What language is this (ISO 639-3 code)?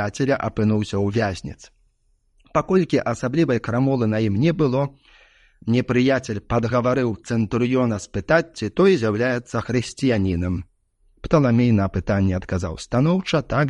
bel